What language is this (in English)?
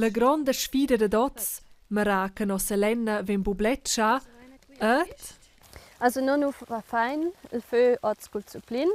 Romansh